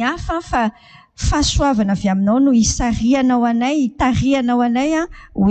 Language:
Malagasy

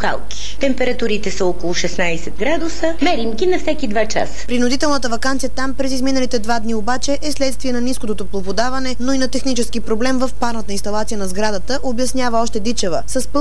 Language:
Bulgarian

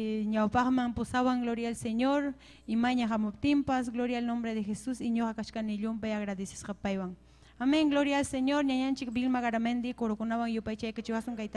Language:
Ayacucho Quechua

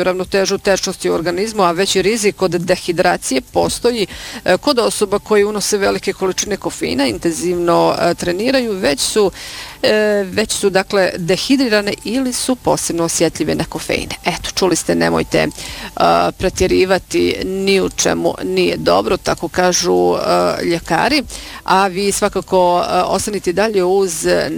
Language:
Bosnian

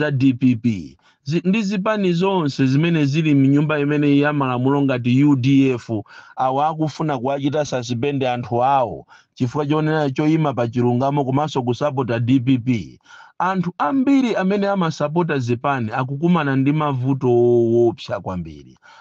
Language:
Nyanja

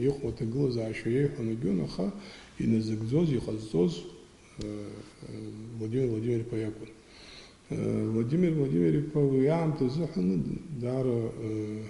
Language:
Abkhazian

